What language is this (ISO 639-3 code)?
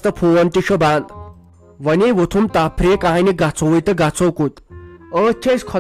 kas